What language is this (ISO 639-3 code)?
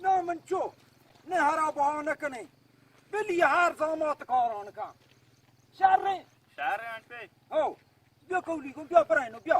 bal